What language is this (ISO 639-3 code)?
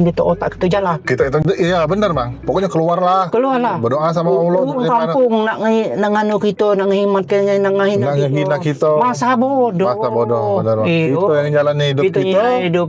mui